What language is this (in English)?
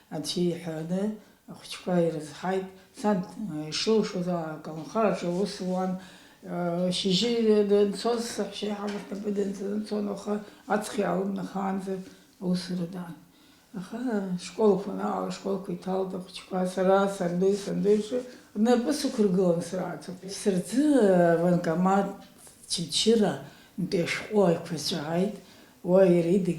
Abkhazian